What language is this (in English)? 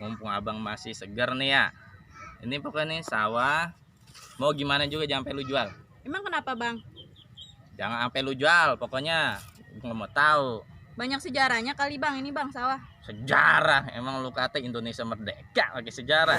Betawi